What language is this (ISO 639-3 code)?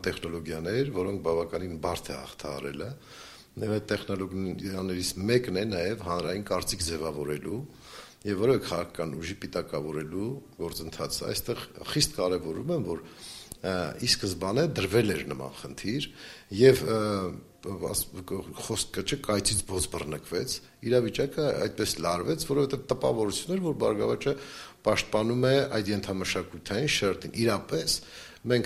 hye